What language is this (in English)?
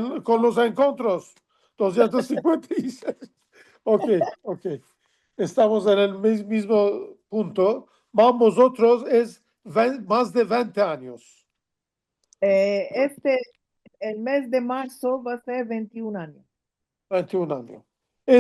Ladino